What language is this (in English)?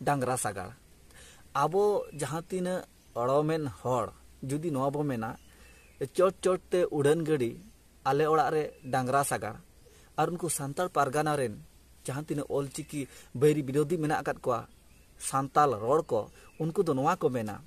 Santali